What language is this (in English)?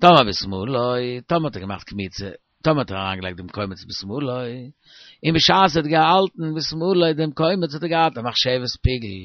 Yiddish